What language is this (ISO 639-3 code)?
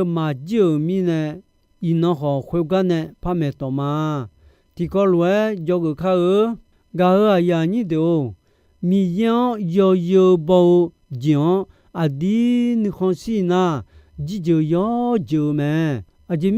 ahk